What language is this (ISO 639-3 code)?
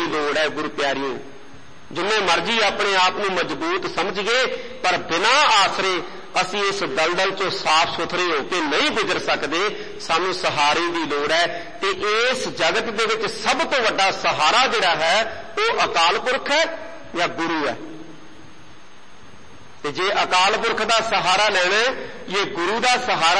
pan